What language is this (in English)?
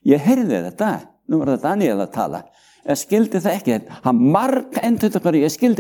Icelandic